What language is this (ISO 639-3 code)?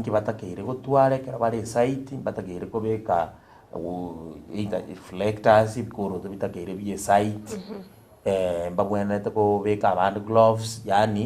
guz